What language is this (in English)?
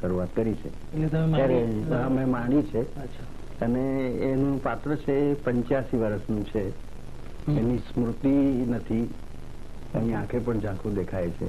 Gujarati